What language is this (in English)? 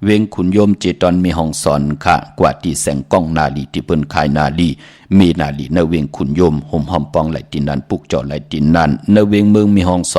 Shan